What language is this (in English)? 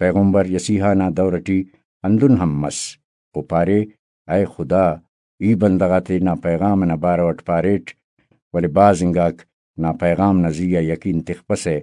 Brahui